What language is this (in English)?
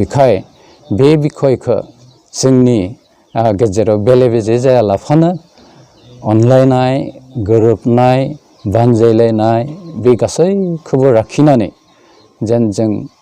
Bodo